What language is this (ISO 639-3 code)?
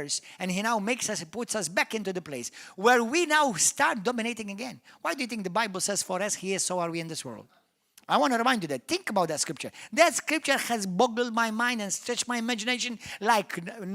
eng